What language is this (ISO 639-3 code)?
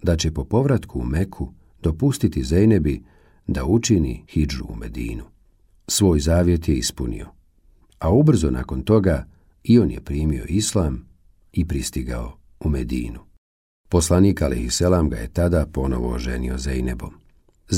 bos